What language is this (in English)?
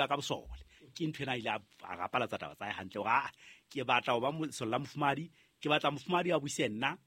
Southern Sotho